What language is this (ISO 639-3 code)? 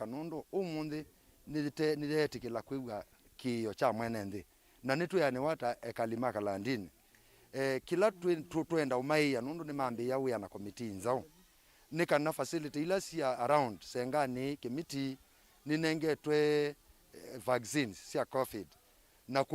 kam